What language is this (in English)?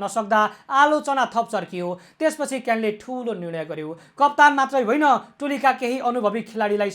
Nepali